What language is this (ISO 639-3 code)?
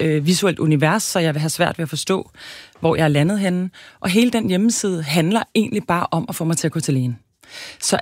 dan